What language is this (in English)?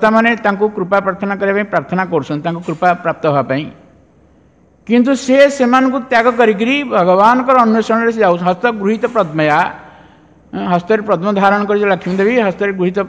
Odia